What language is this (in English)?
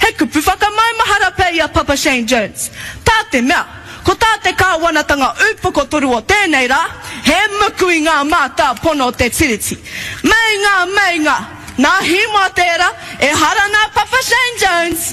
Māori